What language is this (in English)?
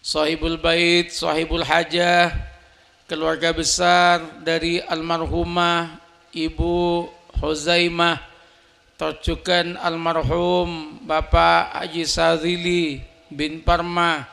Madurese